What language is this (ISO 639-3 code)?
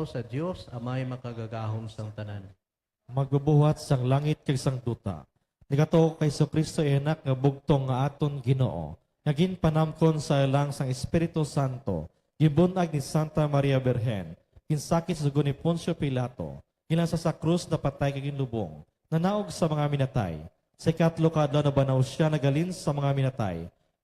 hil